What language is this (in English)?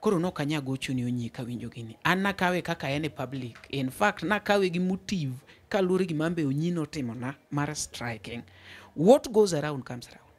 Luo (Kenya and Tanzania)